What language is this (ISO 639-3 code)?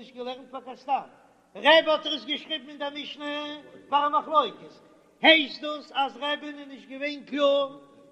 yid